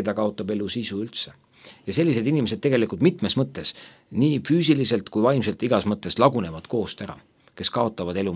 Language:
Estonian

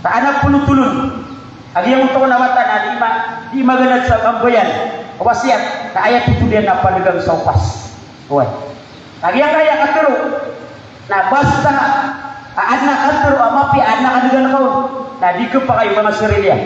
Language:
Maranao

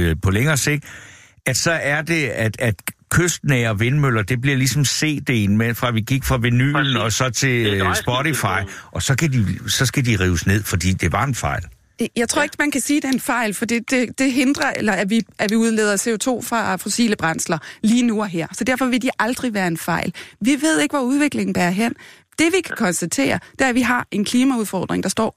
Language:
Danish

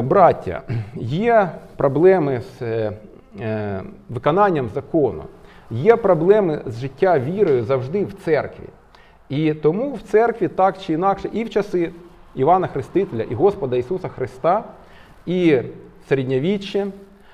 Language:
Ukrainian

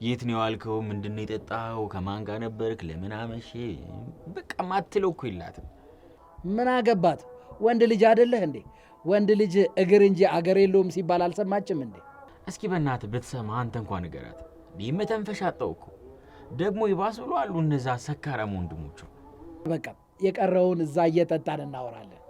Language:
Amharic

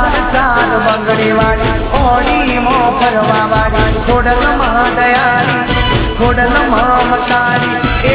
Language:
Gujarati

